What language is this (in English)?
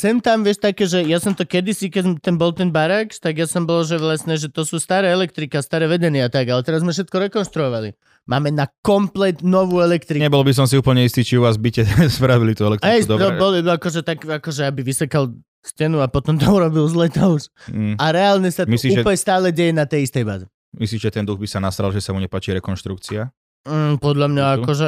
Slovak